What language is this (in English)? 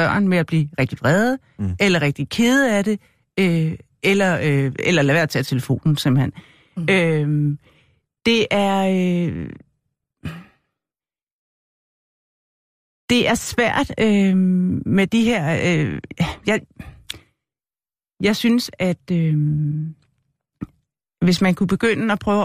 Danish